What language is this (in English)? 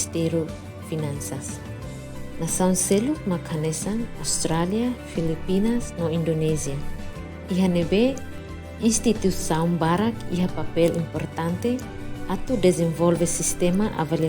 Tetum